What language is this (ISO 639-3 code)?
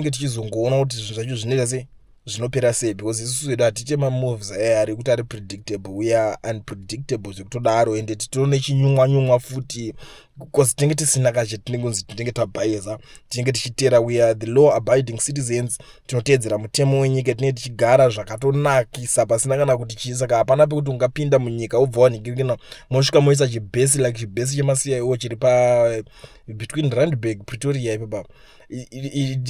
sna